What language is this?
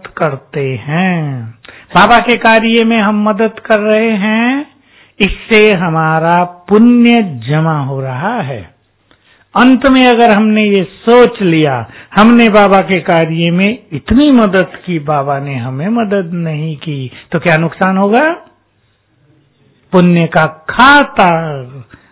Hindi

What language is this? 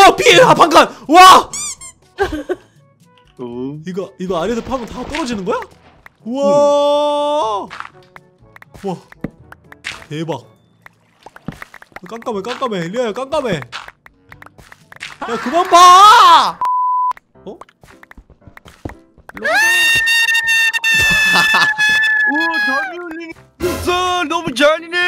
Korean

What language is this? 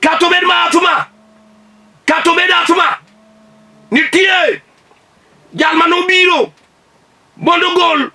Luo (Kenya and Tanzania)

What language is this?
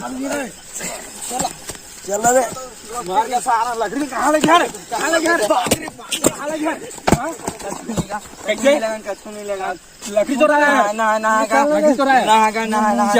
Chhattisgarhi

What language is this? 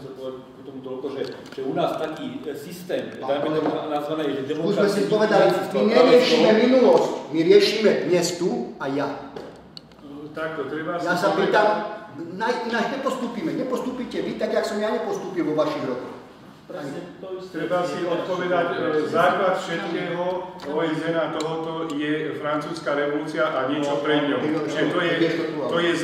Slovak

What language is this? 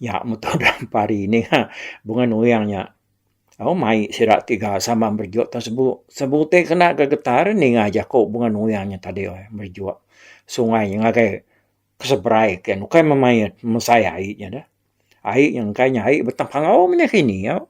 Iban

